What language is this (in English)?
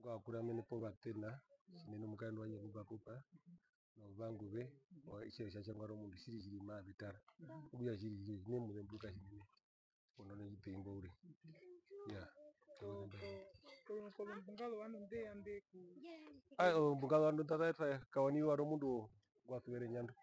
Herero